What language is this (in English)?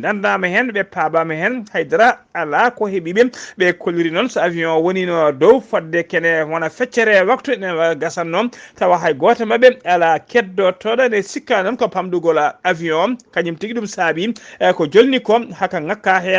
Fula